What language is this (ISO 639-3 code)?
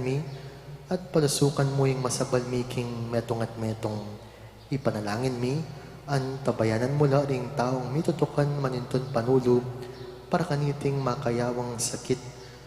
pam